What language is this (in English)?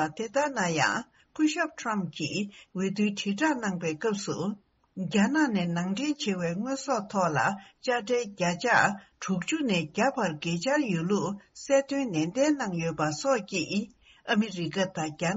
Tibetan